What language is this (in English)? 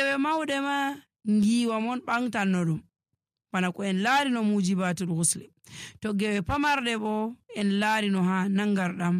Nigerian Fulfulde